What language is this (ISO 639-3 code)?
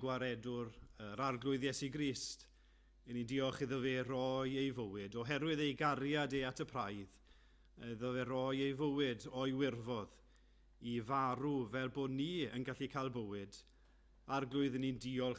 cym